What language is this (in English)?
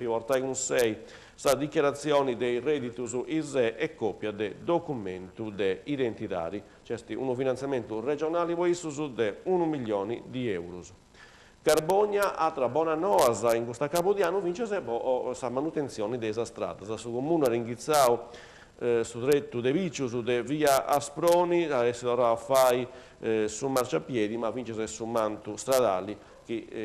Sardinian